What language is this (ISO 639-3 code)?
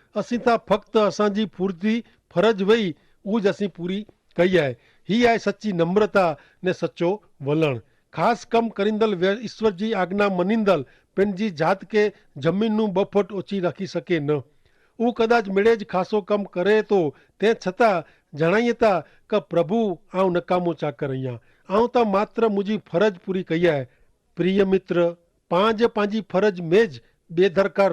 kfr